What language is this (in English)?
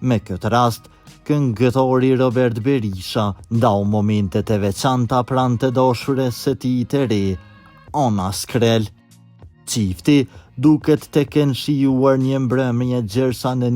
Albanian